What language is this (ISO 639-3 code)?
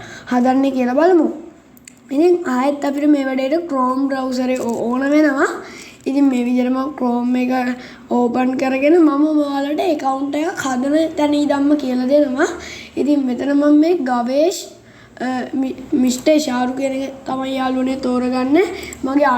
sin